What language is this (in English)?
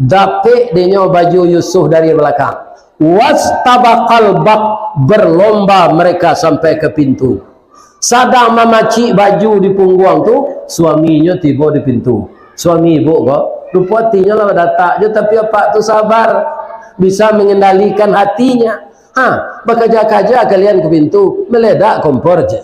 Minangkabau